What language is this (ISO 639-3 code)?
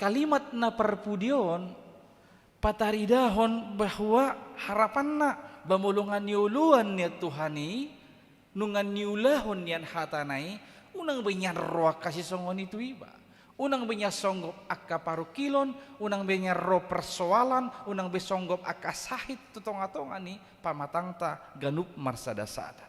bbc